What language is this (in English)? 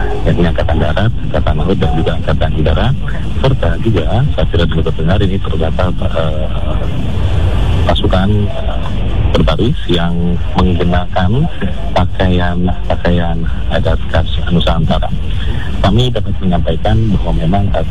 Indonesian